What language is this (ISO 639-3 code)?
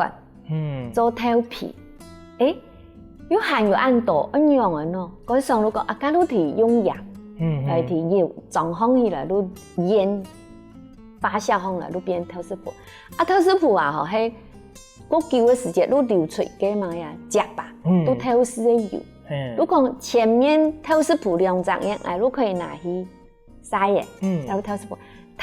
hak